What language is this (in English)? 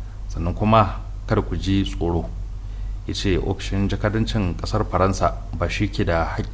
Hausa